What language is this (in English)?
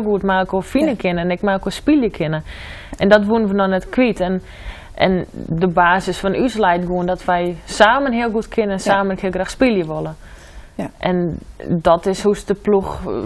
Western Frisian